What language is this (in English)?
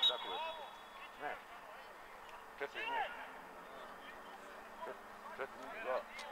Serbian